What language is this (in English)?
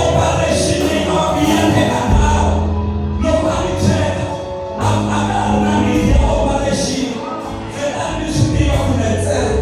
Tsonga